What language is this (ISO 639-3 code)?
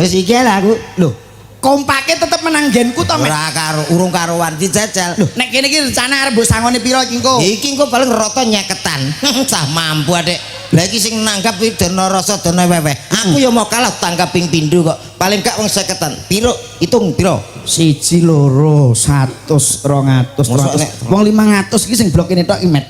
jav